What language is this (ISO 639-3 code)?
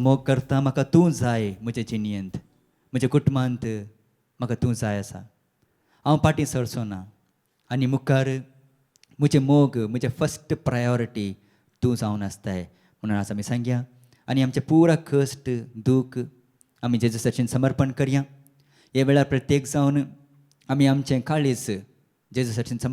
kok